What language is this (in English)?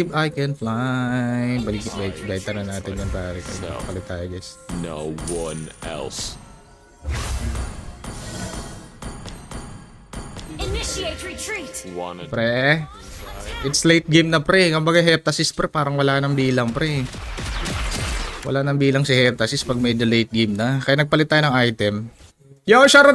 Filipino